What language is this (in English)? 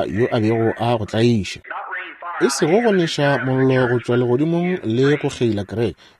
Northern Sotho